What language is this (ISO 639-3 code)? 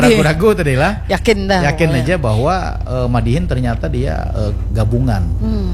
bjn